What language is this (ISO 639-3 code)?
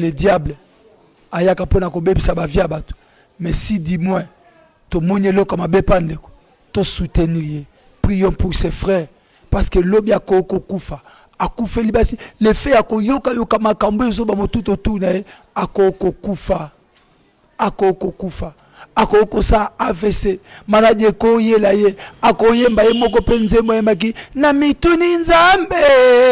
lin